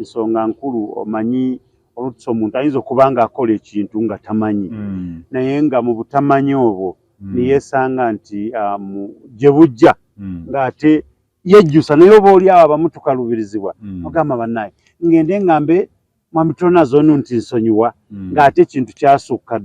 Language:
Ganda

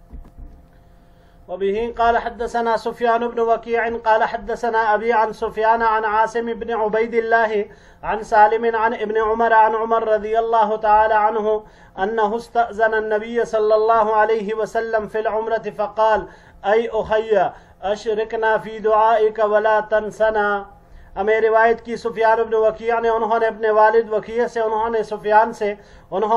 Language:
Urdu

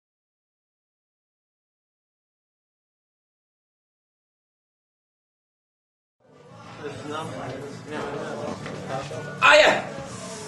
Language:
Dutch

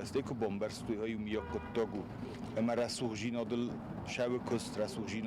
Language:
Ossetic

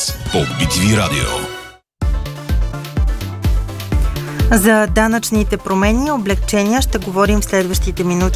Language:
Bulgarian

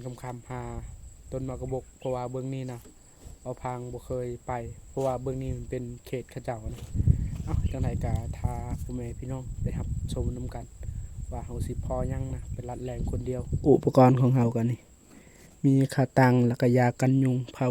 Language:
Lao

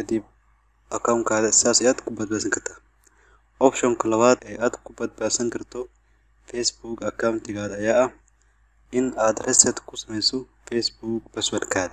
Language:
Somali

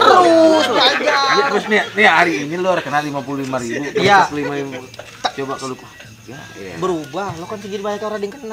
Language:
Betawi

